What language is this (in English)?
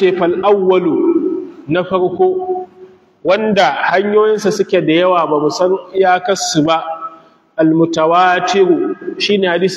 Hausa